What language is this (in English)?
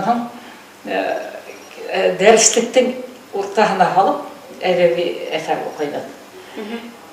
Bashkir